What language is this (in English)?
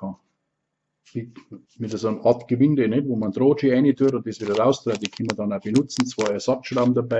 Bavarian